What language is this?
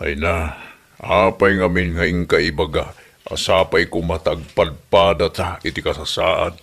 Iloko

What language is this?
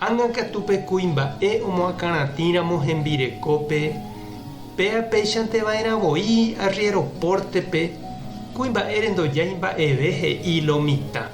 Guarani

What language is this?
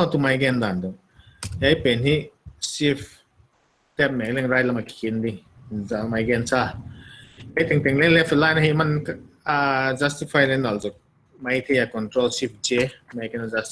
Paite Chin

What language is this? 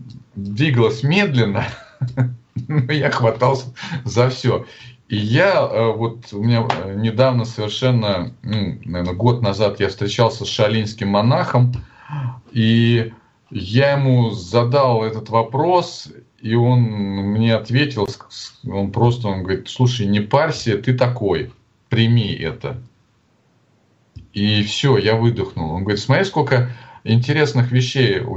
Russian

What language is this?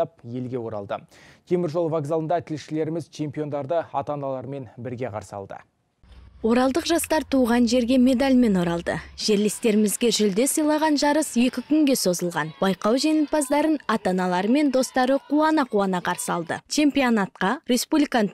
Kazakh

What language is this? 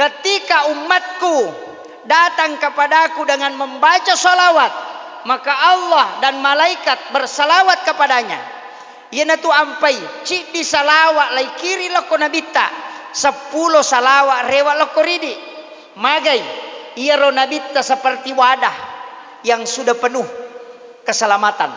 Buginese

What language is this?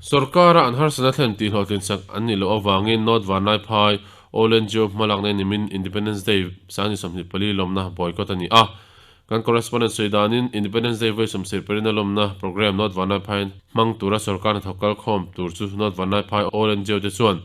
Mizo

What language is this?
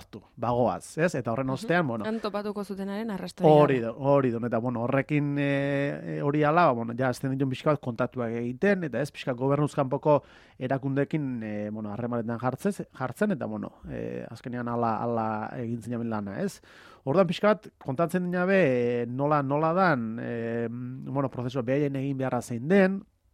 Basque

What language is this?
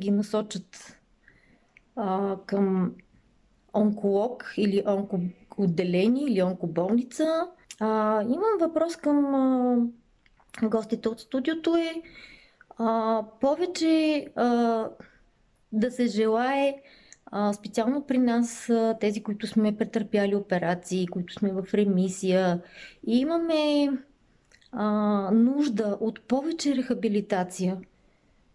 Bulgarian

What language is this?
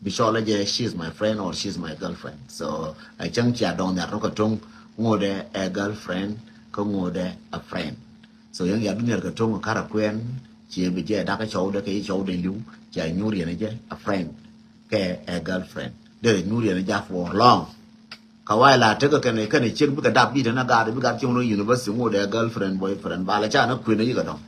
Nuer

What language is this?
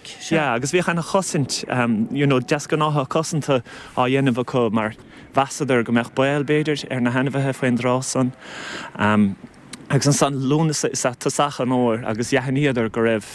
Irish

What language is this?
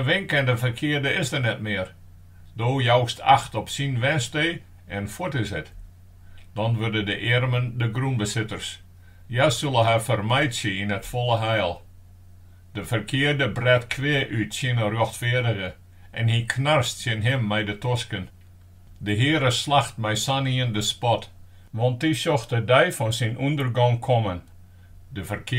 Western Frisian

